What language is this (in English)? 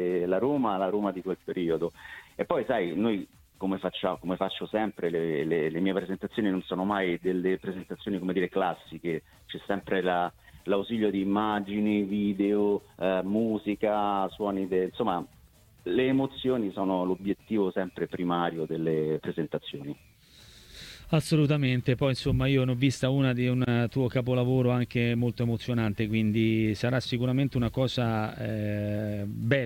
Italian